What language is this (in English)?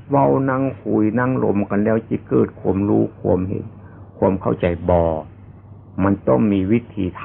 Lao